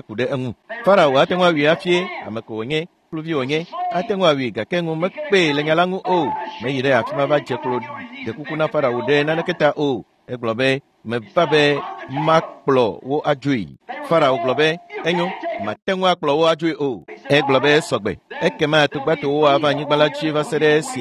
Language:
Ewe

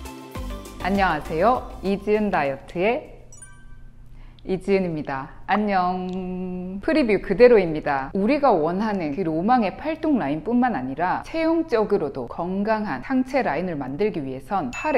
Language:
Korean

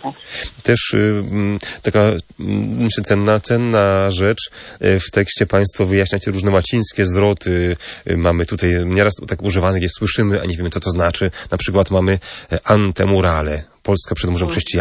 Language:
Polish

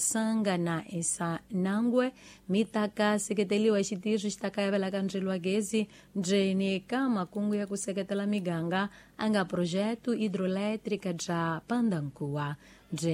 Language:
Tsonga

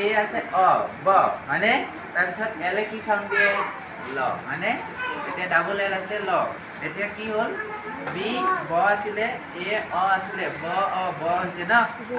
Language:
Assamese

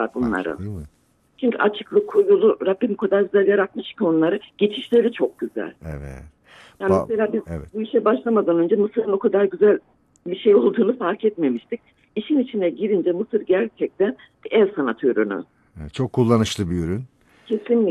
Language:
Turkish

